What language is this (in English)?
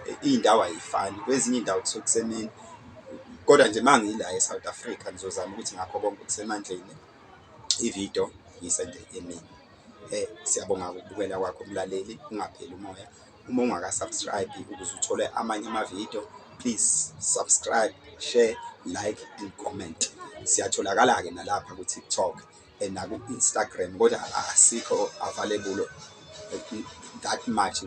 Zulu